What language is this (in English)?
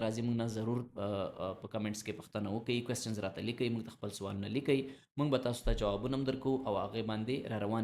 Pashto